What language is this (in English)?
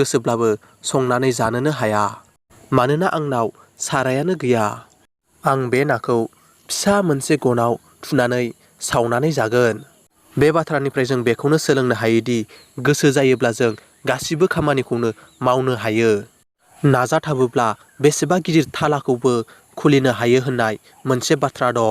Bodo